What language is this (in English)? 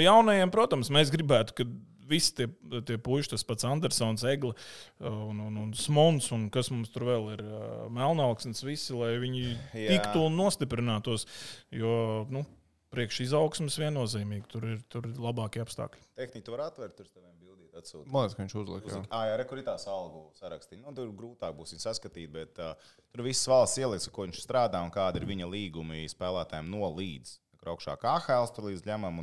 Latvian